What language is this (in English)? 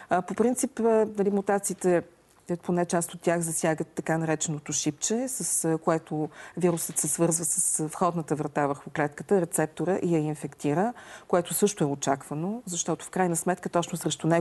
Bulgarian